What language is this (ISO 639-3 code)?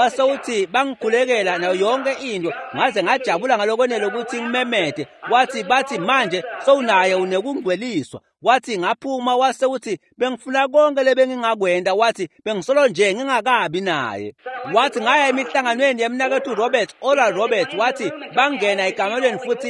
ssw